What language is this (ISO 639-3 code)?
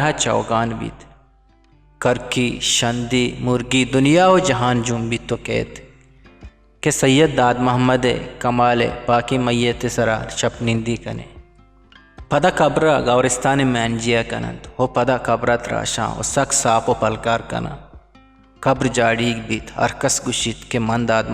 bgp